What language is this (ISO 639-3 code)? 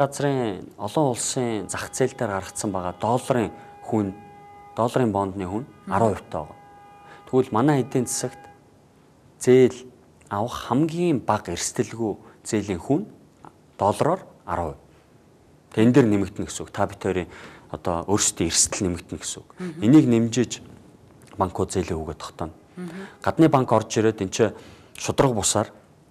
mon